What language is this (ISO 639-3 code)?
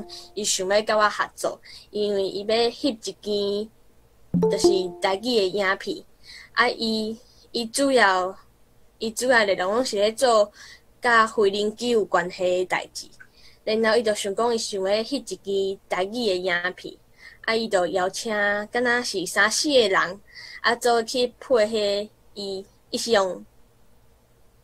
nan